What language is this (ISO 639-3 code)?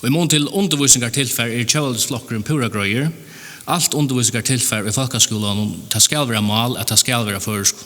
fao